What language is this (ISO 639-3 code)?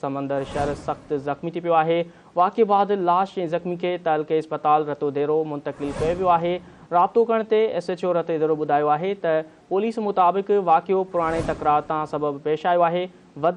snd